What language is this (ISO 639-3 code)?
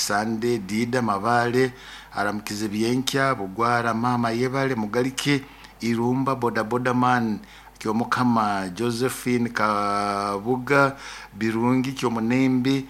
nyo